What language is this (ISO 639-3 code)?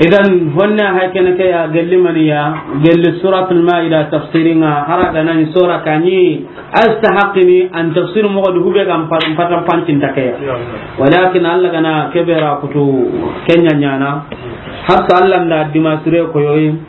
snk